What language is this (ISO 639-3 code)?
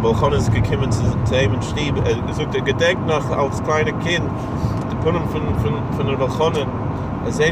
yid